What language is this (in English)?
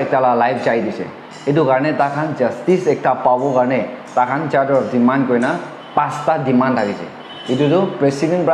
Naga Pidgin